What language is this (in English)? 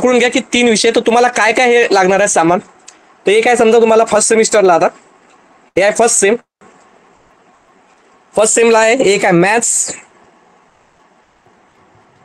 Marathi